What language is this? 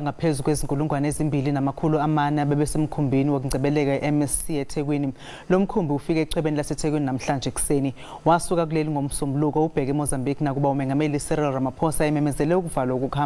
Zulu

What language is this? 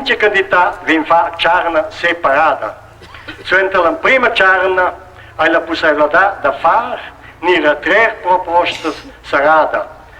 Romansh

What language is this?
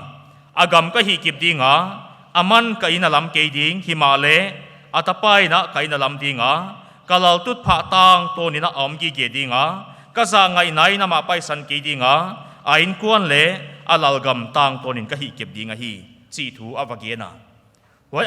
Paite Chin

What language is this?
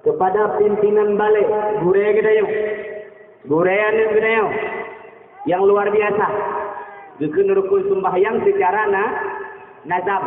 Achinese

